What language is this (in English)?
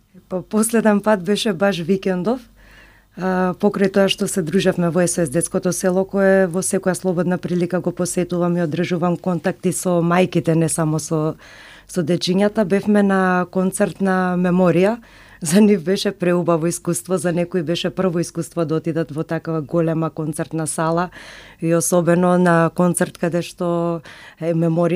Macedonian